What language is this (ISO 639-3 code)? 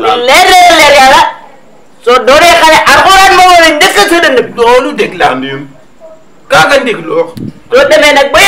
wol